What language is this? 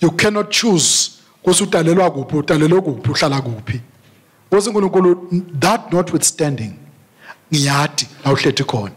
Swati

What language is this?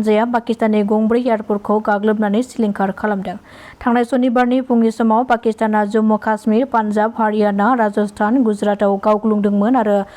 Bodo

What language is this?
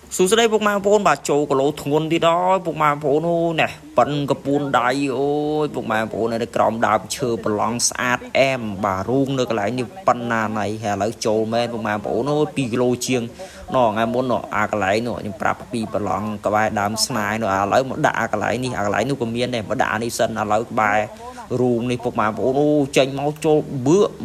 Khmer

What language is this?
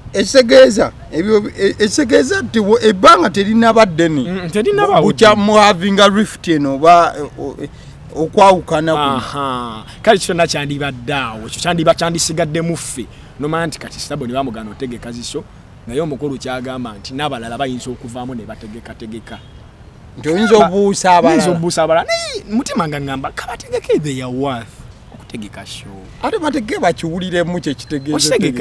Ganda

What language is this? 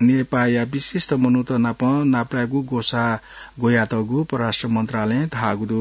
Newari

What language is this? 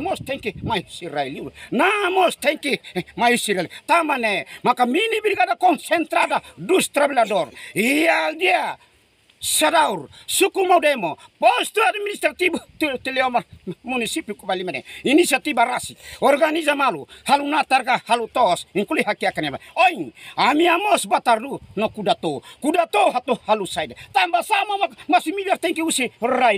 Tetum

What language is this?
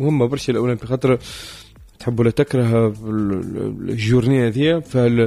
Tunisian Arabic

